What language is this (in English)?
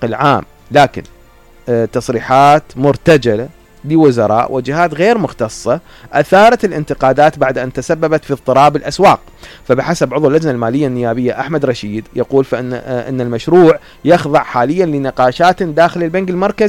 Mesopotamian Arabic